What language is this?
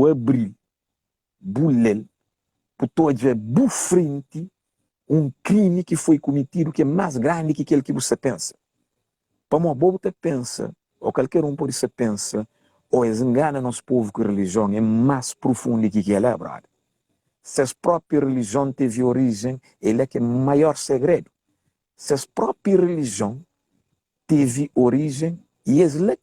Kabuverdianu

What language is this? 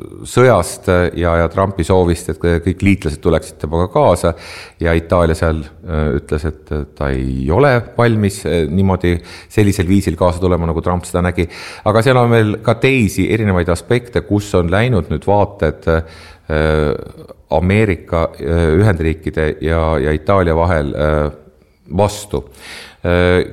Estonian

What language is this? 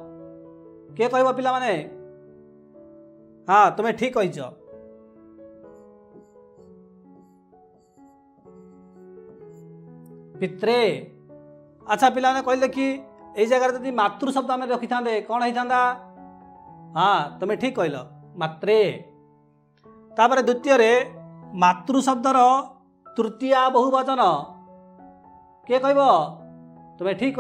Odia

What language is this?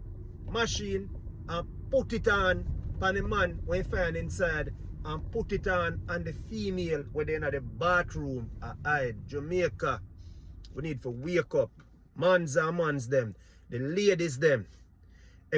Jamaican Creole English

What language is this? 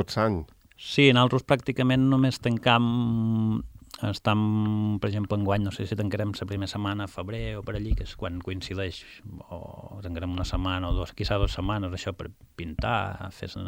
Catalan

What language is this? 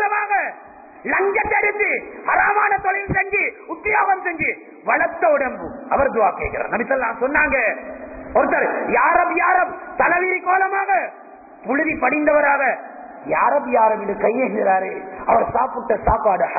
Tamil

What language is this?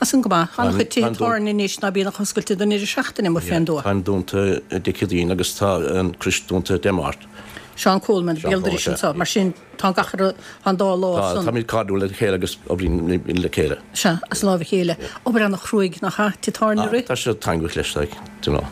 Irish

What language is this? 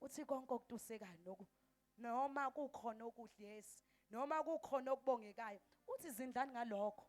Zulu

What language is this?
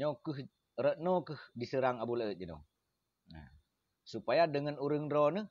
Achinese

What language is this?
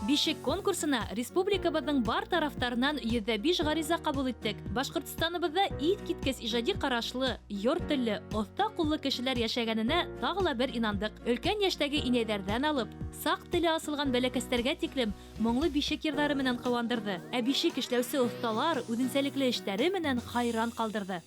Bashkir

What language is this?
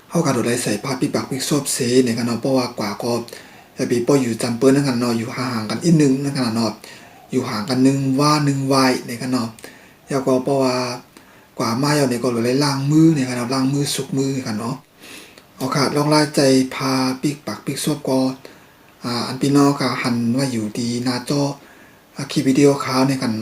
Shan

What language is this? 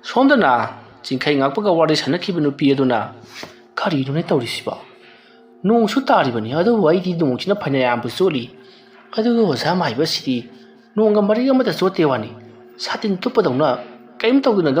Manipuri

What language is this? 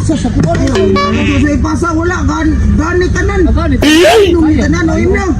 Cebuano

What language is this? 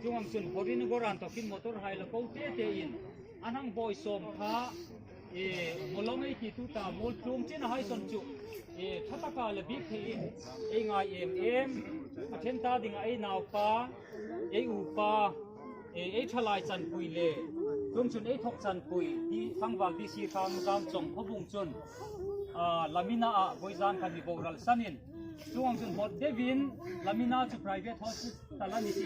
Hmar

